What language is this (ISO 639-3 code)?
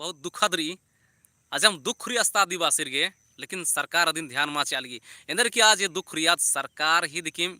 kru